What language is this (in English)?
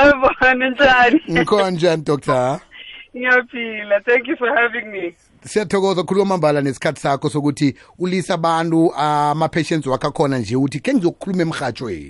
South Ndebele